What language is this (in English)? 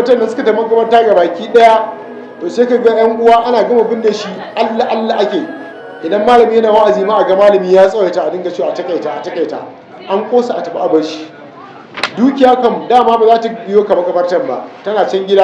Hausa